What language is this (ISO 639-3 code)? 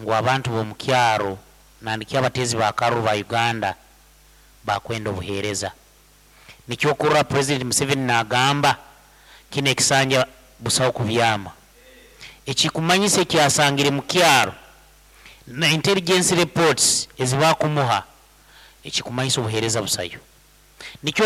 nyn